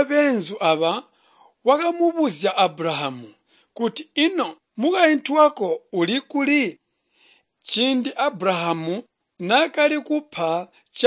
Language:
Tonga (Zambia)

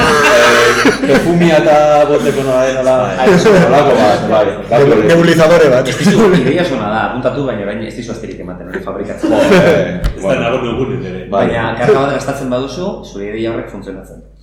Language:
Basque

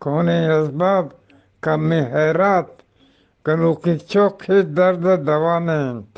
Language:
Eastern Balochi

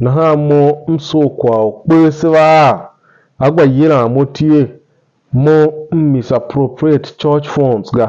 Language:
Tiv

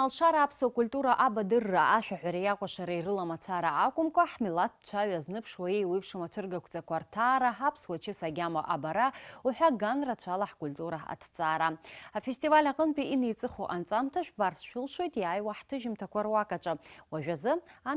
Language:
Abkhazian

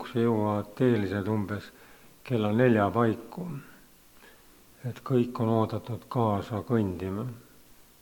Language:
Estonian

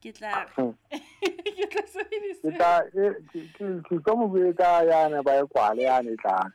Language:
Southern Sotho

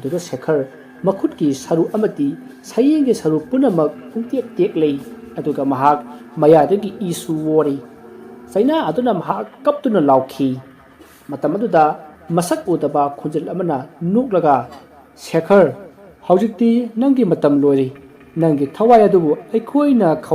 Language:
Manipuri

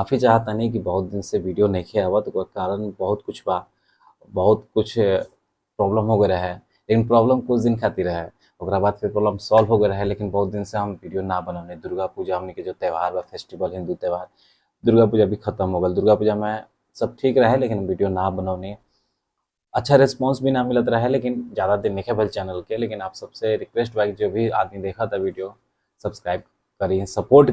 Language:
Bhojpuri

